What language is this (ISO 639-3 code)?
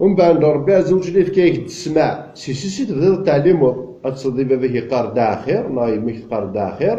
kab